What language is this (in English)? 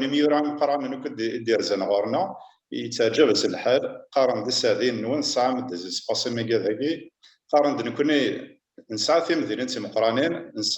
Kabyle